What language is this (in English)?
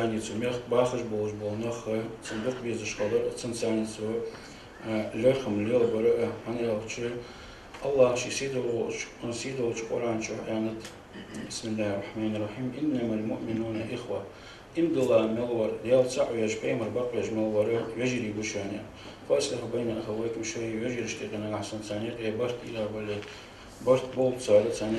Ingush